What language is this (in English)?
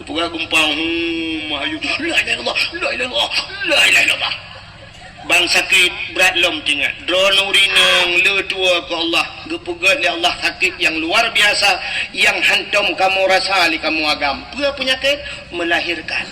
Achinese